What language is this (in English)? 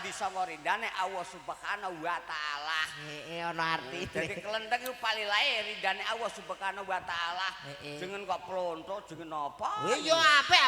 Javanese